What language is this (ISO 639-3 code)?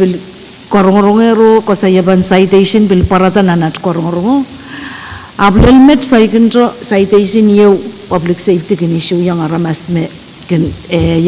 pon